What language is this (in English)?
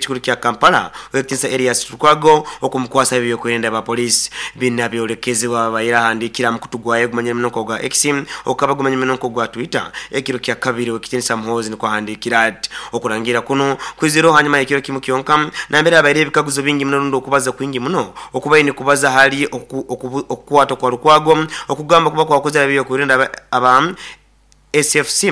Nyoro